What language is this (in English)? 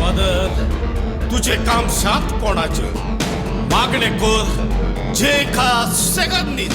Konkani